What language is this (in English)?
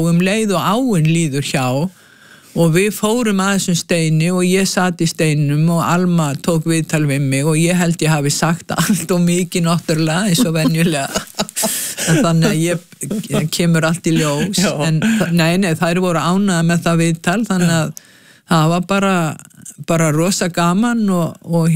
Icelandic